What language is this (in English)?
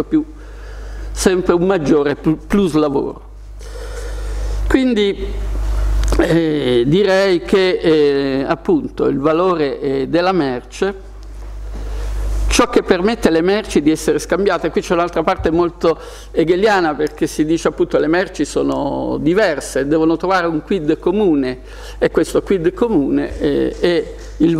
Italian